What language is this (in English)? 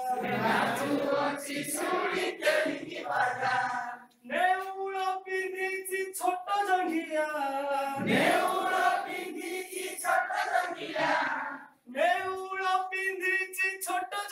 Odia